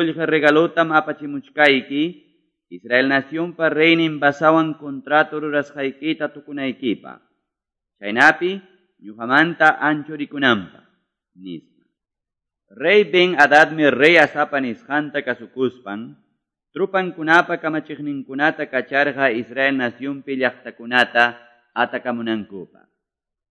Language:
Quechua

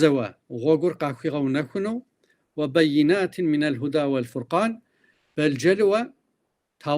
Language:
Kabardian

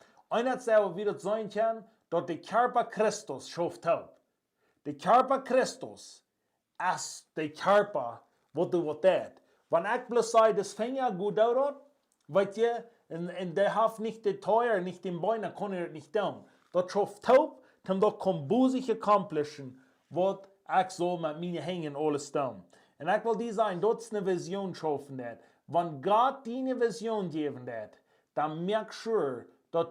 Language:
Plautdietsch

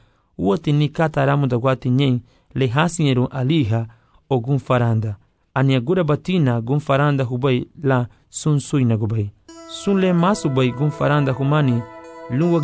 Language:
Garifuna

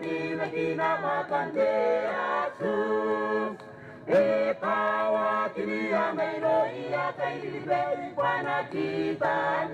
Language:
Gilbertese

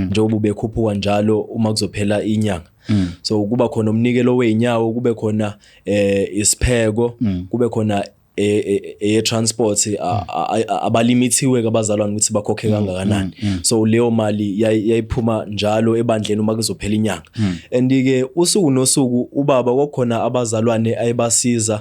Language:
Zulu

